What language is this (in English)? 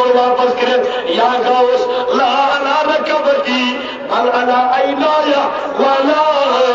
Kashmiri